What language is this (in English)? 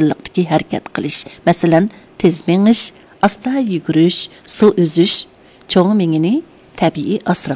Uyghur